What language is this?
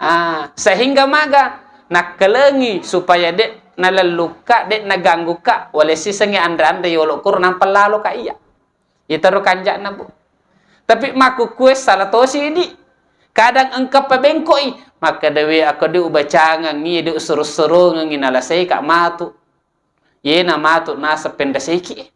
Buginese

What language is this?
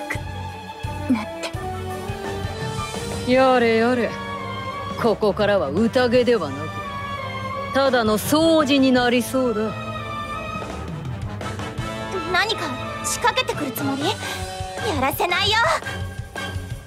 Japanese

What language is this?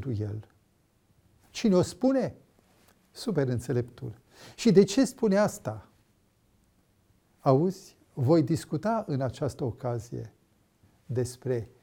Romanian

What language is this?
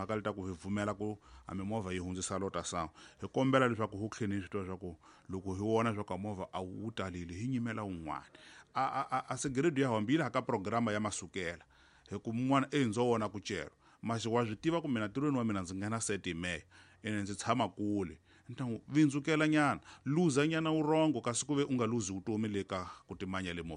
Tsonga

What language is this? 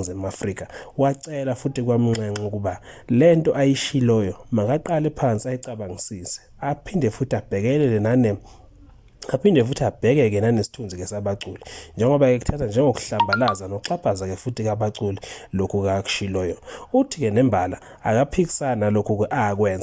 Zulu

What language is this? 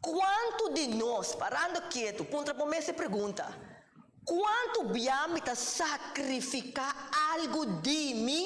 Papiamento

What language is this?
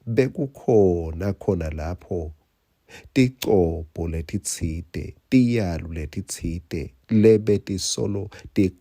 Swati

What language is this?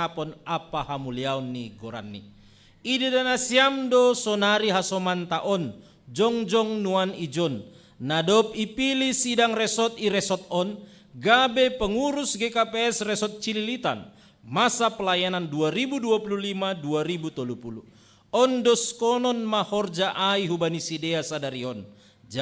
Batak Simalungun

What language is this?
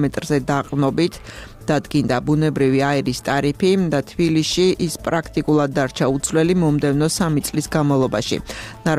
Georgian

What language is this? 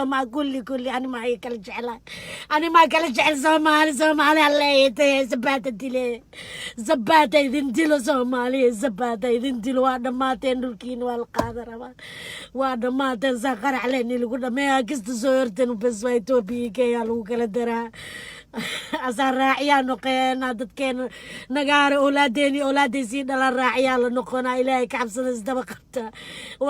Somali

